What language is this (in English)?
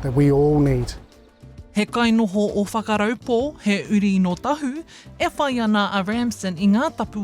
Māori